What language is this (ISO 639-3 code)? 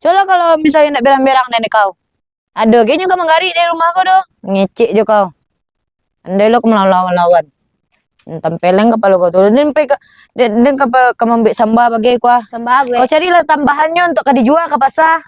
min